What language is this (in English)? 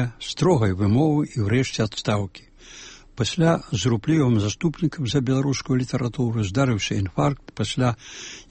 Belarusian